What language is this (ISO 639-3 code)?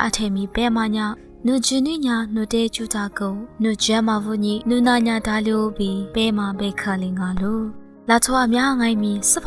lis